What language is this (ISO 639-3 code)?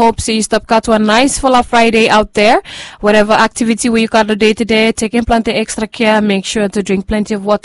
bis